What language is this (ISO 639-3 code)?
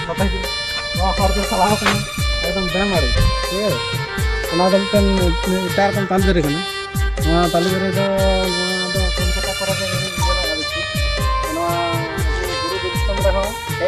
sat